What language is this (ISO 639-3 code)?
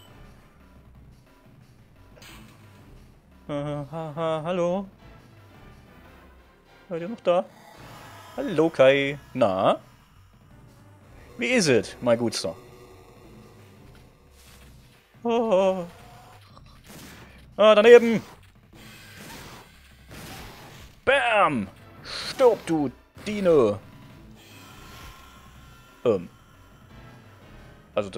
deu